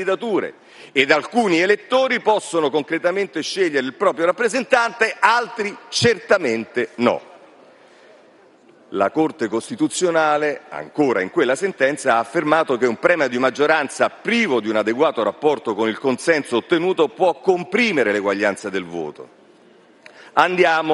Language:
Italian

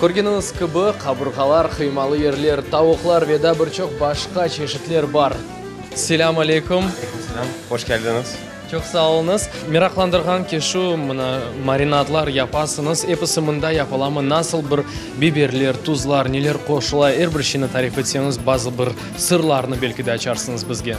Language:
Crimean Tatar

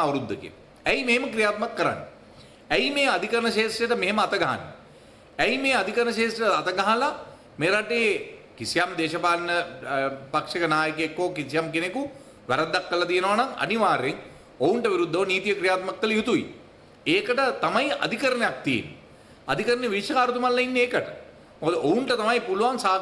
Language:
Sinhala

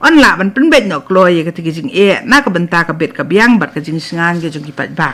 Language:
Khasi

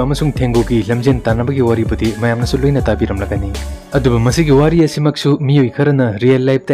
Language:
Manipuri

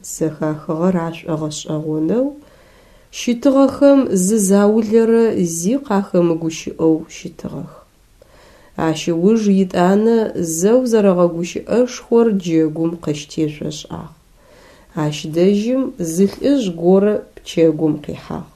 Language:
Adyghe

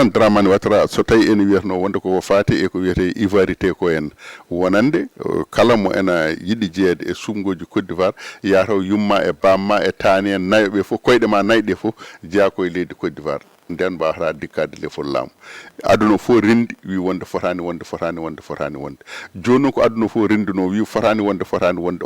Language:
Fula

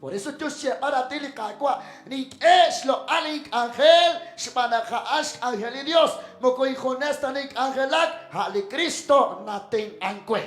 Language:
Kekchí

